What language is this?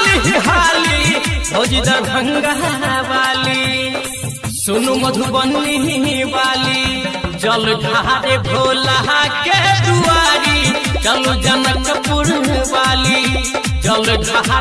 Maithili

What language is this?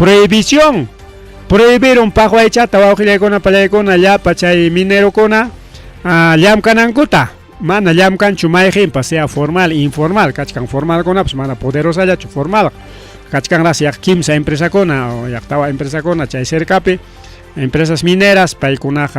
Ayacucho Quechua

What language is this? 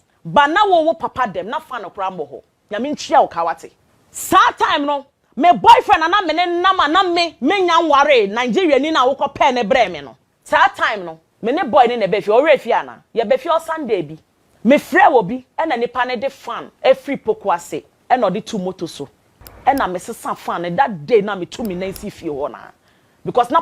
Akan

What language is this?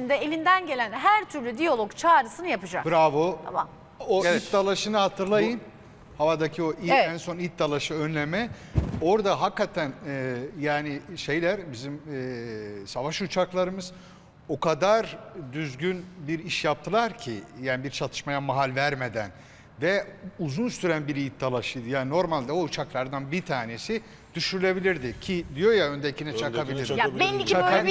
Turkish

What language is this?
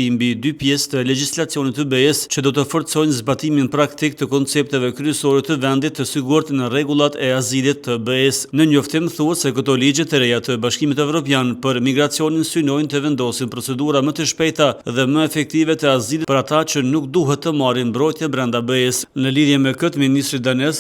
Albanian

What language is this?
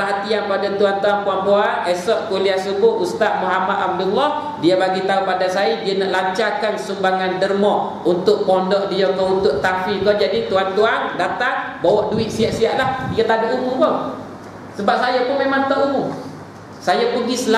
Malay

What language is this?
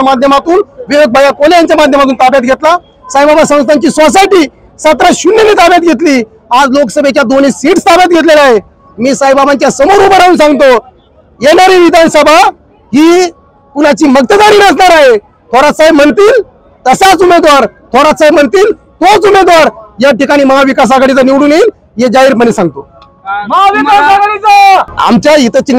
Marathi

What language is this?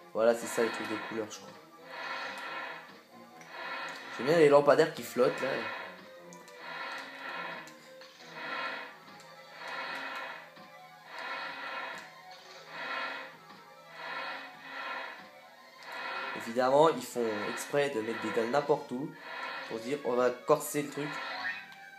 French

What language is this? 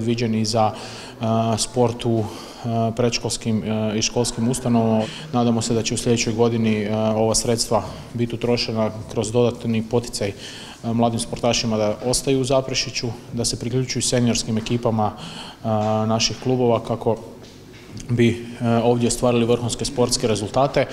Croatian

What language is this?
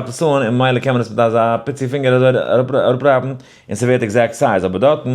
Yiddish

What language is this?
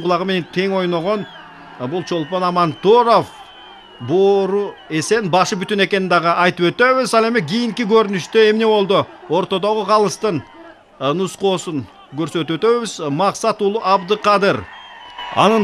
Kyrgyz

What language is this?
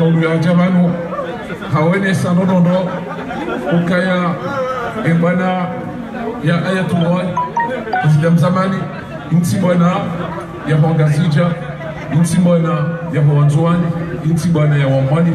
Ngazidja Comorian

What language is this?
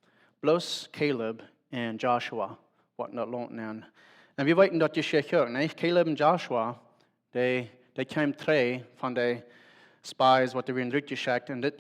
Plautdietsch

